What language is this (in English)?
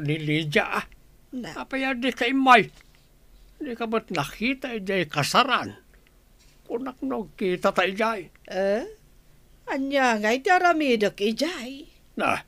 Iloko